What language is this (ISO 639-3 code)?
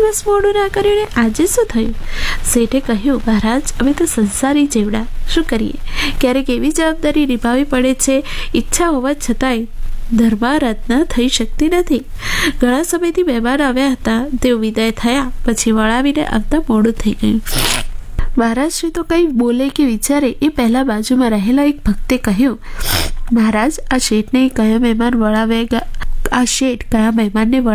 guj